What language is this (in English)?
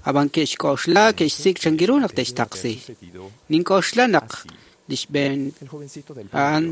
Kekchí